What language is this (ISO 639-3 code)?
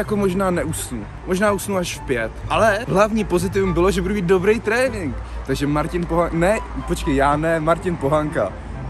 ces